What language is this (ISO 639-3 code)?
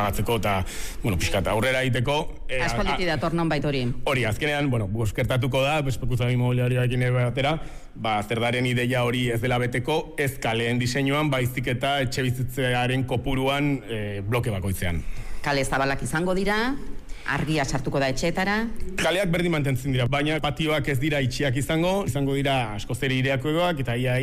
eus